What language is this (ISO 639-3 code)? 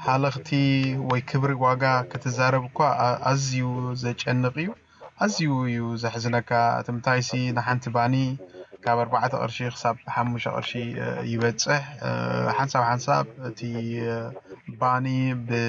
tir